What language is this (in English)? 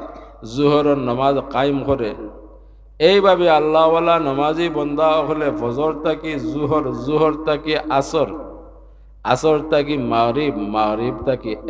Sylheti